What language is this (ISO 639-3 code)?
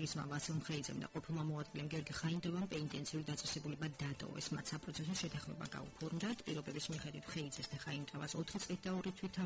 kat